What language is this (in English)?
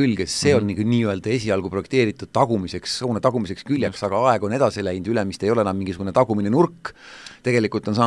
Estonian